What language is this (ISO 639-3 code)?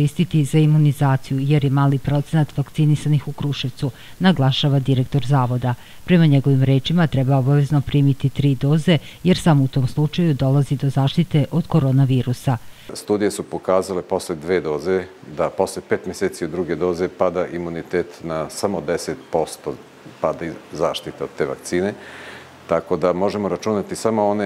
srp